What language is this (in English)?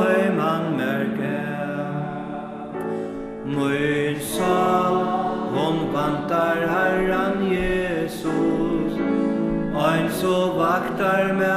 Faroese